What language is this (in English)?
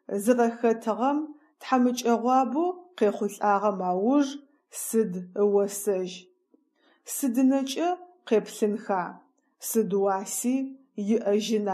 Adyghe